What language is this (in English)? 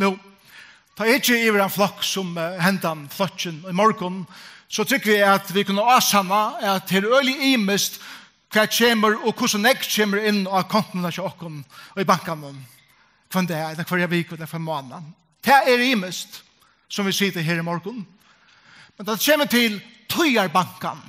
Faroese